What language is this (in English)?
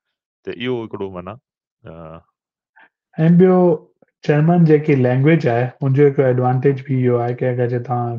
Sindhi